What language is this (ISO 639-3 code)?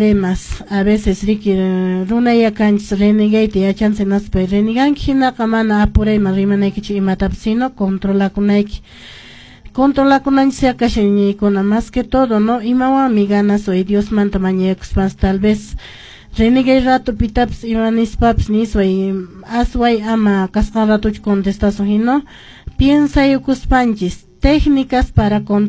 que